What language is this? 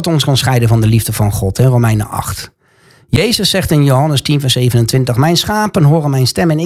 Dutch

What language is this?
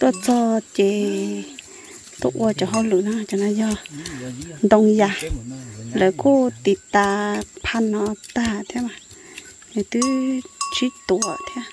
Hmong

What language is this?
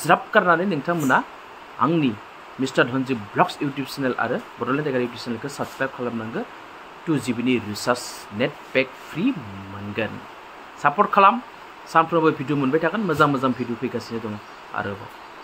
Bodo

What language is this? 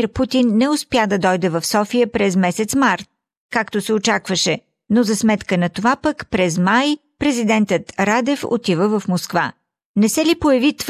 Bulgarian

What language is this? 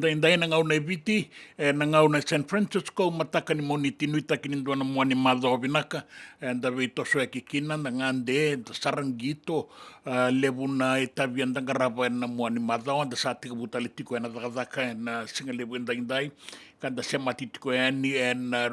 Fijian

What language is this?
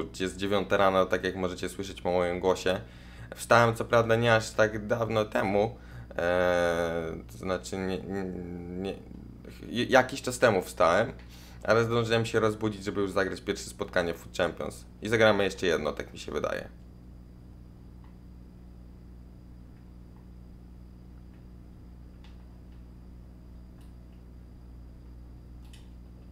Polish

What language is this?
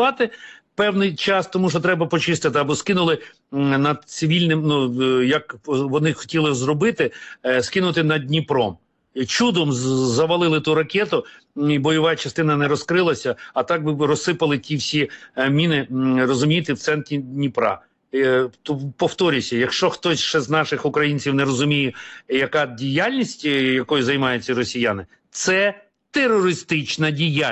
Ukrainian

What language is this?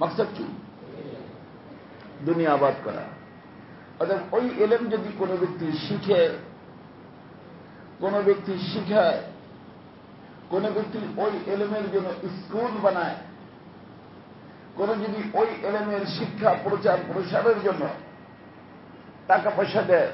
Bangla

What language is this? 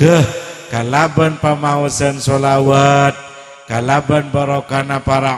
Madurese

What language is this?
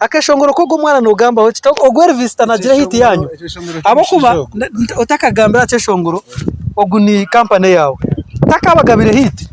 Nyankole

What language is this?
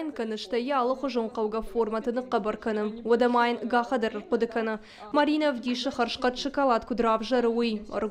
Ossetic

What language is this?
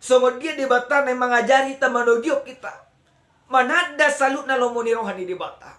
Batak Toba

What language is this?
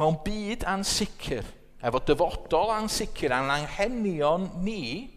Welsh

